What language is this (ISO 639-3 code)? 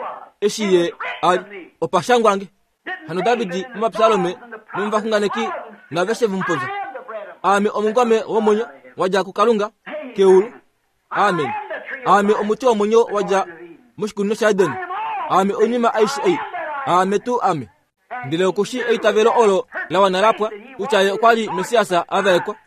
kua